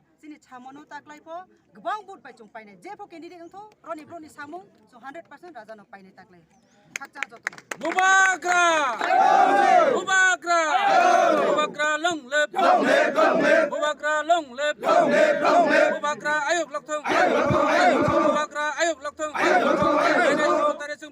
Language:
Kok Borok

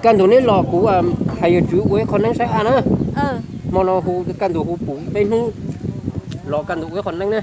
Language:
Hmong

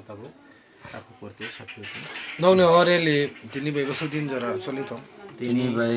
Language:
Kok Borok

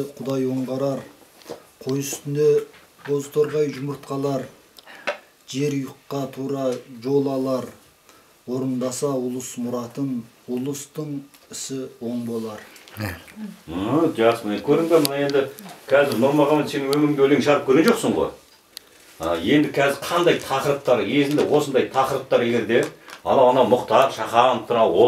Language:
Kazakh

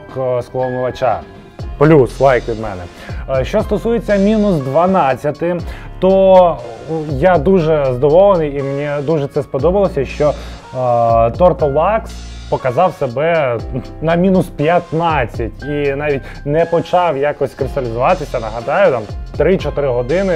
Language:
Ukrainian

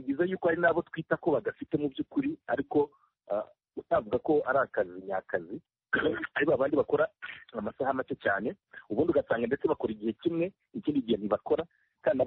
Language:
Kinyarwanda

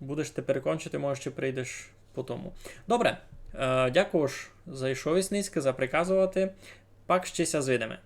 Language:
Rusyn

